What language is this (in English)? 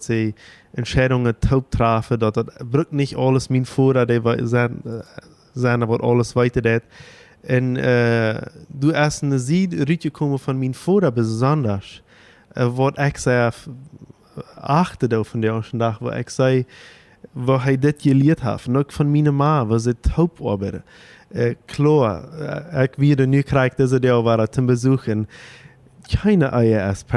Plautdietsch